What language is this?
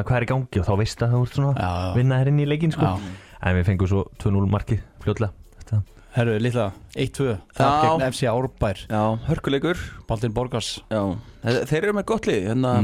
Icelandic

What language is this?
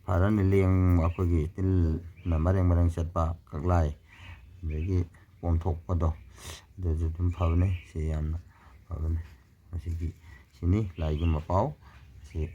Manipuri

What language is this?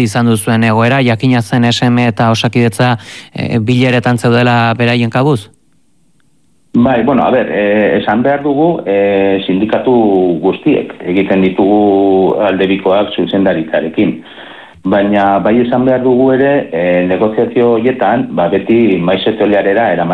Basque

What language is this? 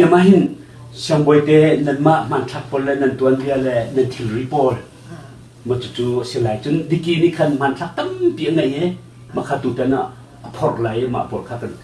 Hakha Chin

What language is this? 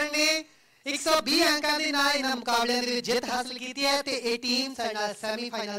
Punjabi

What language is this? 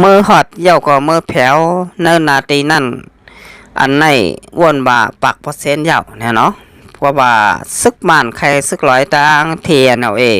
Shan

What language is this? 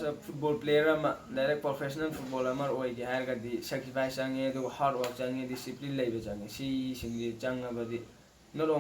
Manipuri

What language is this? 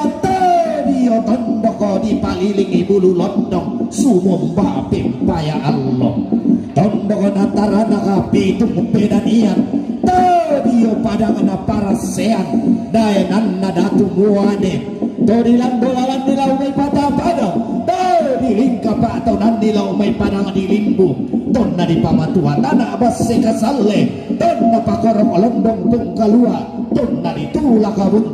Toraja-Sa'dan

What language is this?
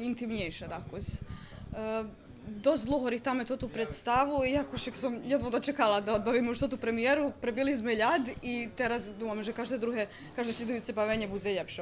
Rusyn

